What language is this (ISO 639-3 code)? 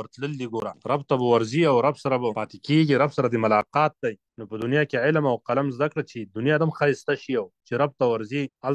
pus